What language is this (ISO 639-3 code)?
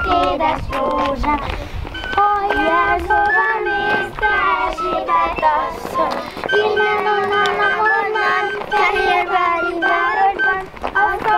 hun